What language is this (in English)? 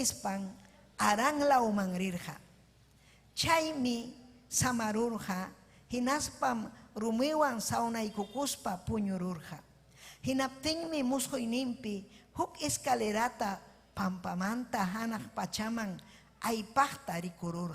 Ayacucho Quechua